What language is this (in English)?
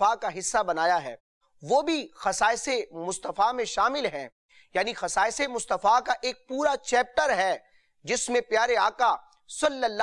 Urdu